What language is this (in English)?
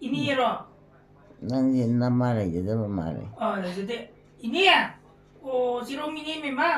Manipuri